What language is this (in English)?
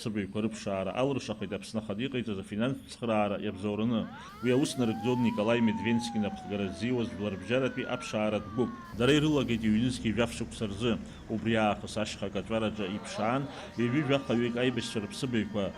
Abkhazian